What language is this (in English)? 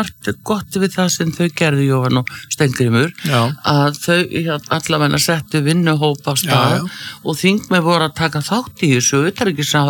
Icelandic